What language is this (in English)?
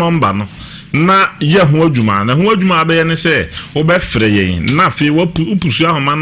Akan